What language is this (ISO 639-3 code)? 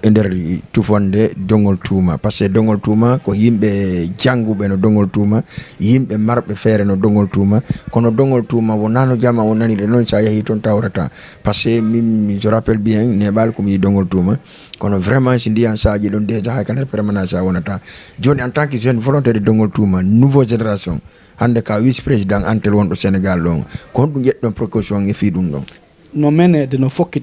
ful